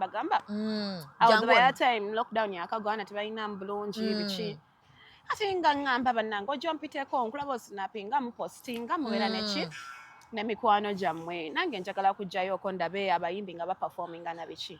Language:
Ganda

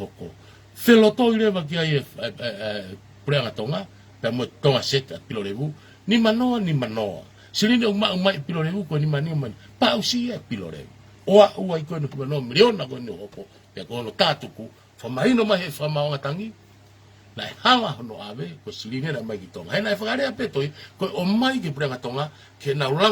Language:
Tongan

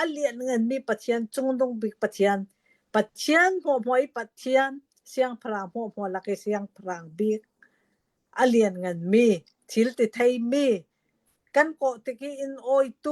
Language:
Hakha Chin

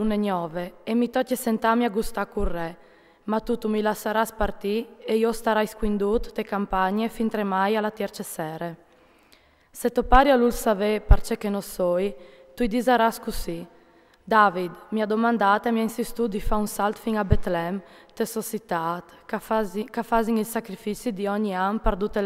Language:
Friulian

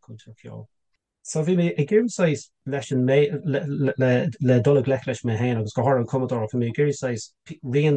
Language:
Irish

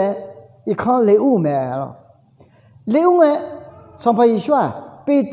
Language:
Akha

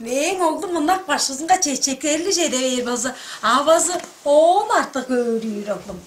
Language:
Tuvinian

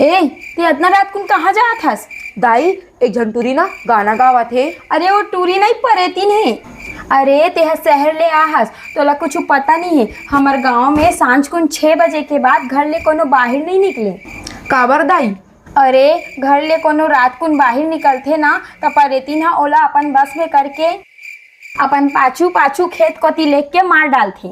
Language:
Chhattisgarhi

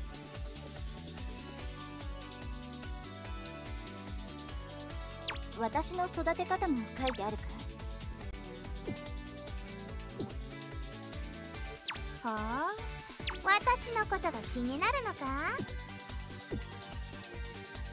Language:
Japanese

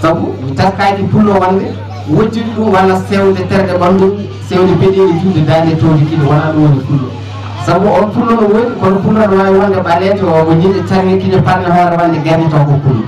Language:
Fula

